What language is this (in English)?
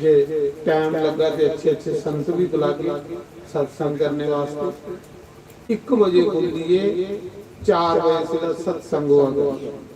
Dogri